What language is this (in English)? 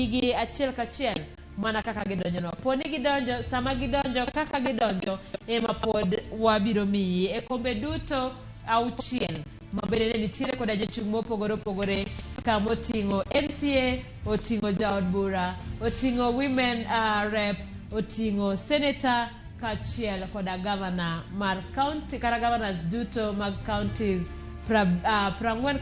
Luo (Kenya and Tanzania)